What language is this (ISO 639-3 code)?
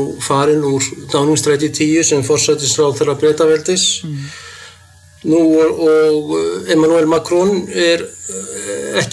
isl